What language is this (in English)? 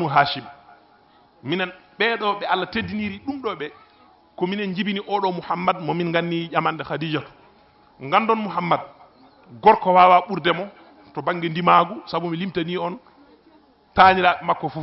Fula